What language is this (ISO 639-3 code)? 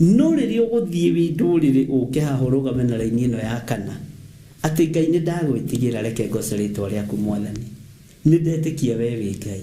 kik